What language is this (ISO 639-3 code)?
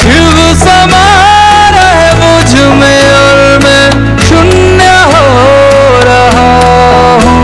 kok